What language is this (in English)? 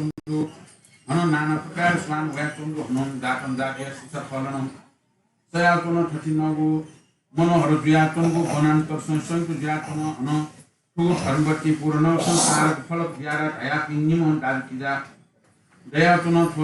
Newari